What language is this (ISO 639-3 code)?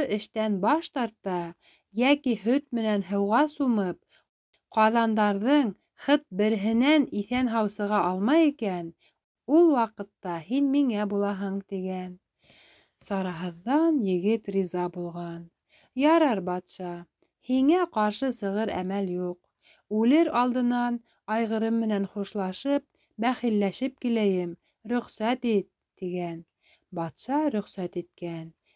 bak